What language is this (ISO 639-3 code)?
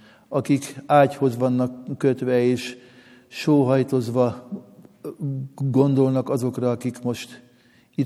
hun